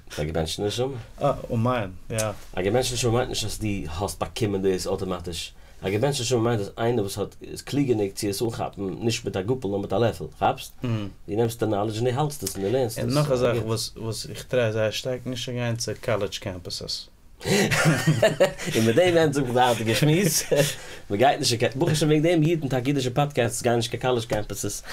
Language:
Yiddish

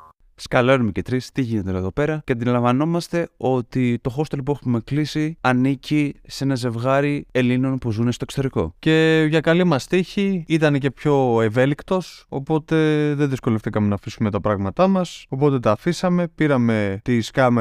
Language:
Greek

